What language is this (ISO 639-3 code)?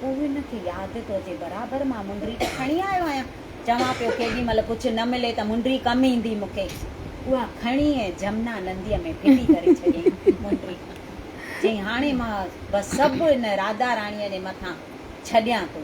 snd